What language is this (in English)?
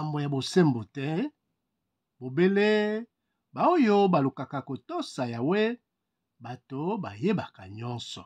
Lingala